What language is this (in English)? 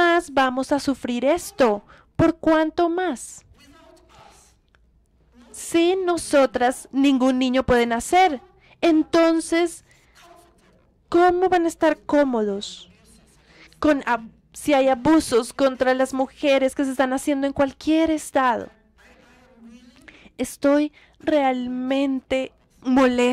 Spanish